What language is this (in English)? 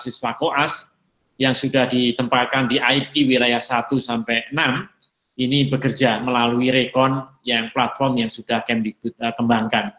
Indonesian